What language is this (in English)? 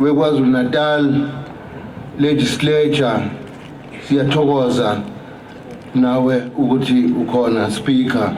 Zulu